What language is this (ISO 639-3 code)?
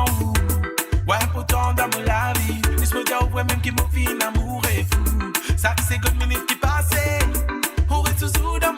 mfe